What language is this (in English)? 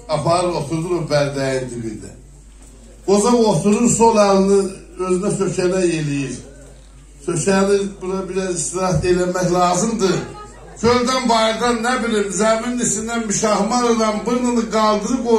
South Azerbaijani